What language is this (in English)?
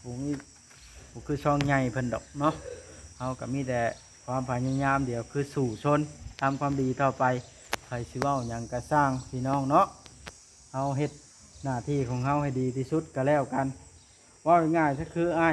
Lao